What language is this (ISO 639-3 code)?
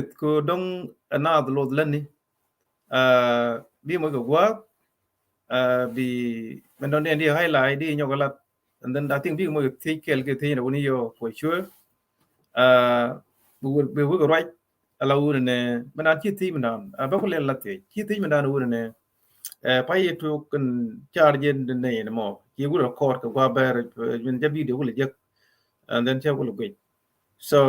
nus